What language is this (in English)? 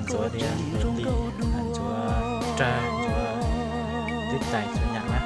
Hmong